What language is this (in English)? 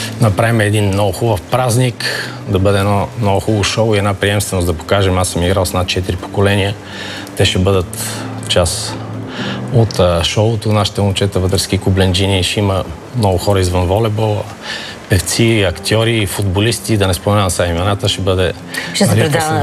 Bulgarian